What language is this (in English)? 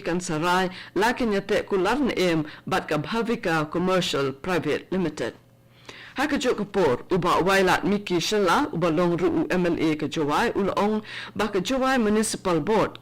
Khasi